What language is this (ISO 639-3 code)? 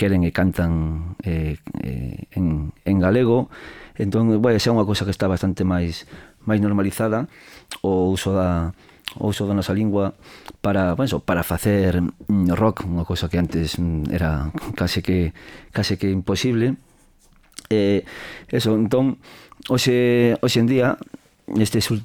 glg